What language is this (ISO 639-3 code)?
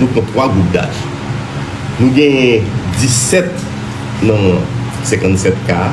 hat